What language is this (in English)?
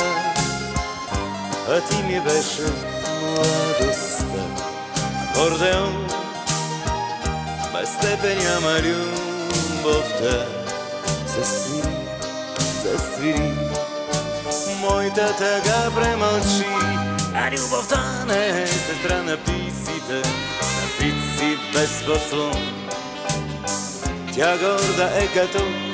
Bulgarian